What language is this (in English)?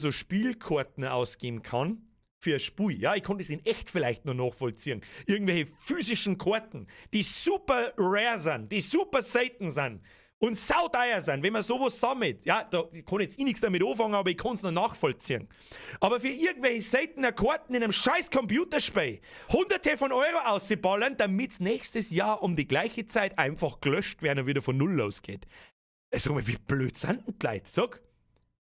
Bavarian